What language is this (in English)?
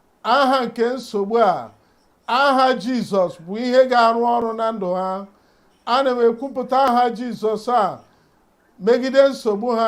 Igbo